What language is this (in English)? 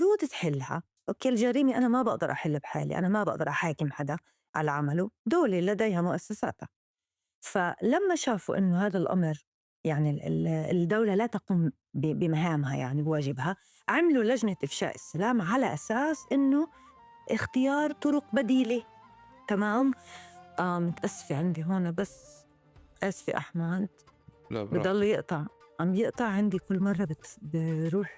North Levantine Arabic